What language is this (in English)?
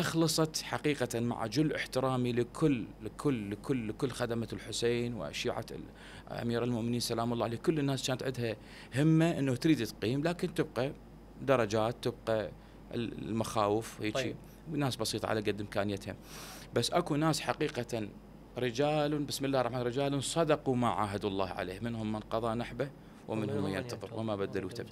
Mesopotamian Arabic